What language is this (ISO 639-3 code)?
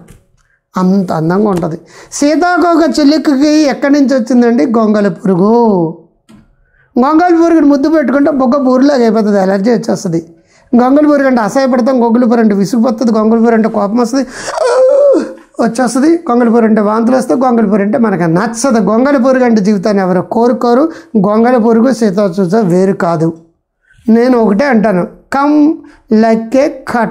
tel